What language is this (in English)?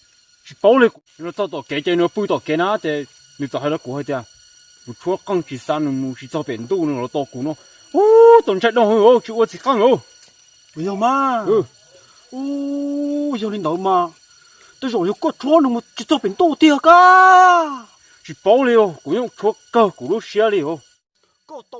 Hmong